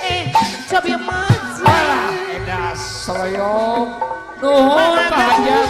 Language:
Sundanese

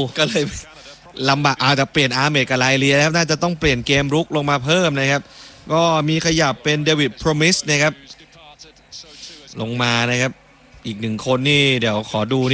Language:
Thai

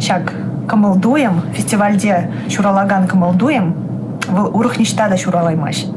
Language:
Chuvash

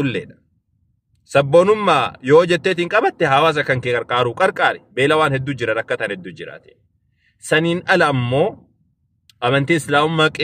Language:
Oromo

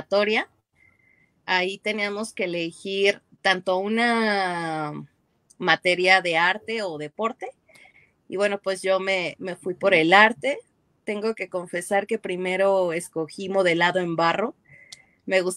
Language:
Spanish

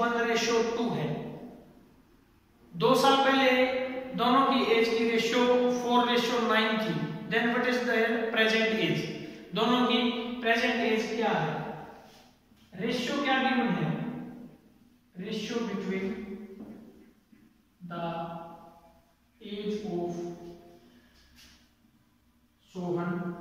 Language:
Hindi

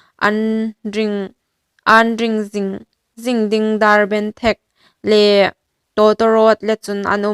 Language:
Hmar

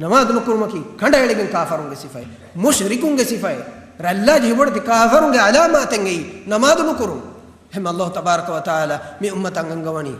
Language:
Divehi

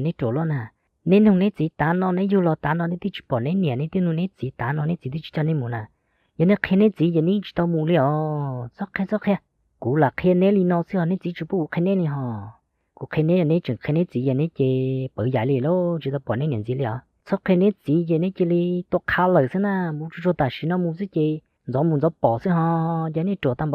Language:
Hmong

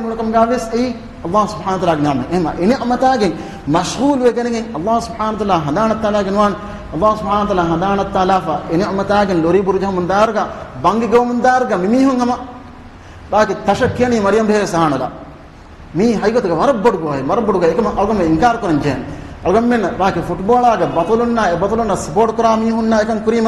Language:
Divehi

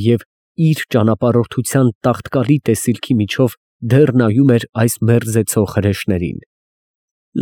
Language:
Armenian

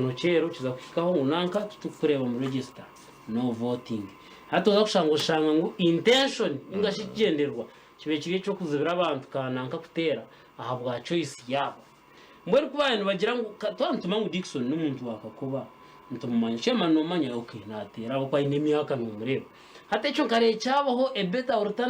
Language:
Nyankole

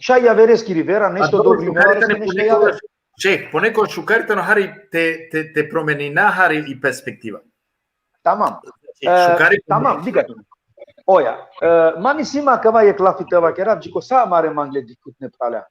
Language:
Balkan Romani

